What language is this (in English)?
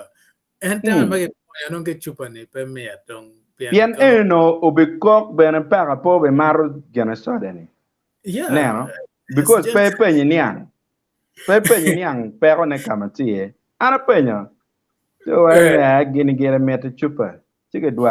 Acoli